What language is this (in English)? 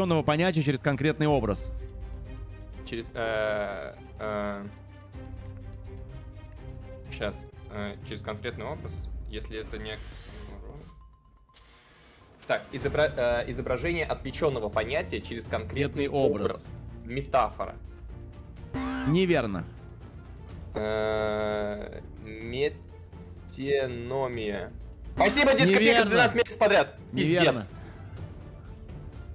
Russian